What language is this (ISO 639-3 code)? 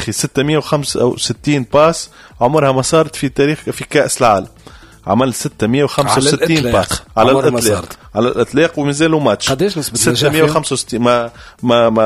aeb